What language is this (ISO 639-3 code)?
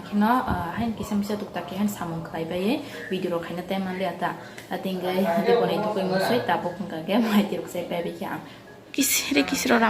trp